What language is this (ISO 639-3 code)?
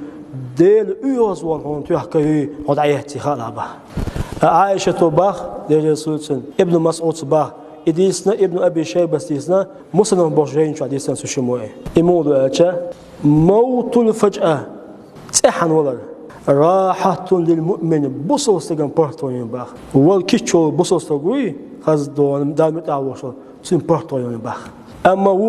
che